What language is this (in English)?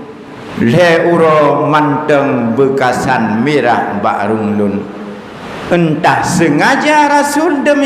Achinese